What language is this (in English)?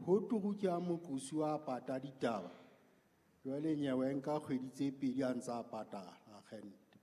Southern Sotho